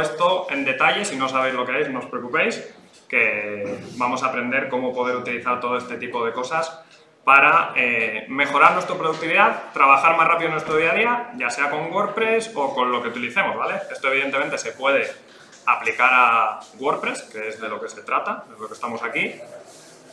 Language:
Spanish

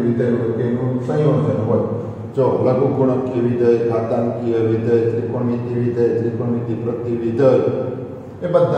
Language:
Gujarati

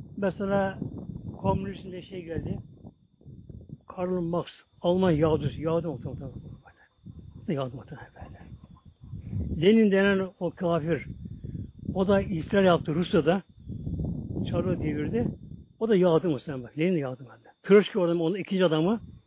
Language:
Turkish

